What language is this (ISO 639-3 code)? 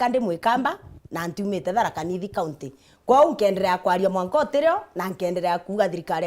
mer